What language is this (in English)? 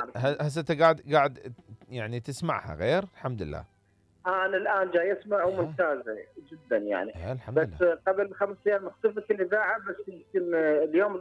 Mesopotamian Arabic